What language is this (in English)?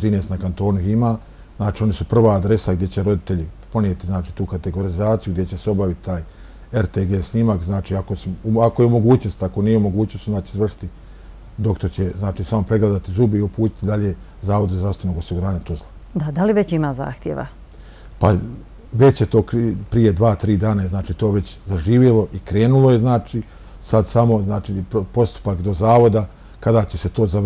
Bosnian